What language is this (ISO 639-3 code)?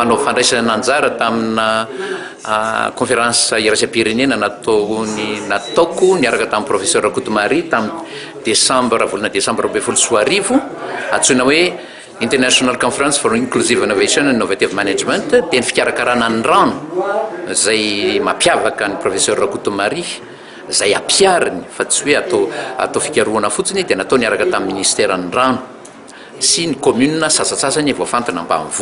mlg